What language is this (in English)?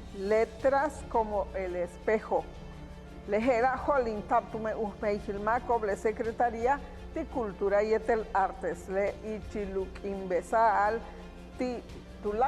Yucateco